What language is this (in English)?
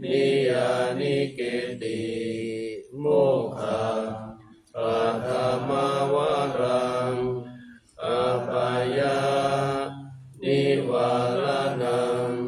Pali